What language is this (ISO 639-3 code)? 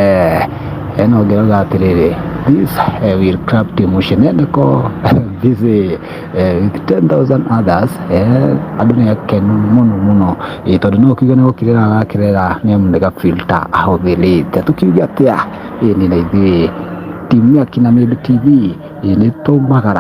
kik